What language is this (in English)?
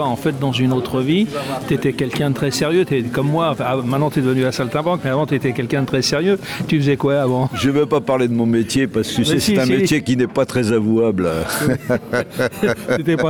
French